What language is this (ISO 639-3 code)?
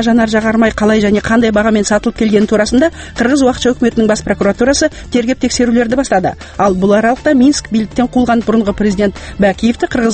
kaz